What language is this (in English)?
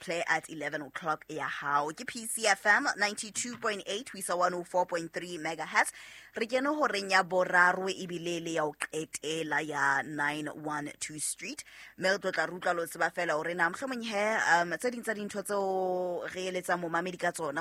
Southern Sotho